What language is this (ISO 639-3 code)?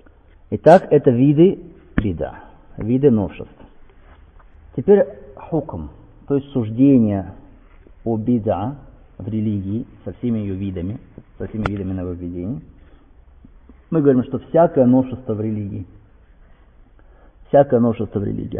rus